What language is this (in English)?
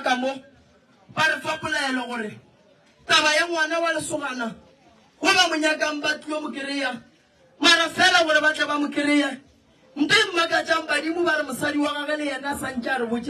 Northern Sotho